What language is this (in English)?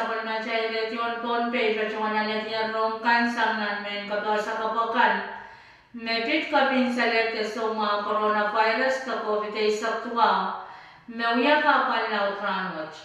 Pohnpeian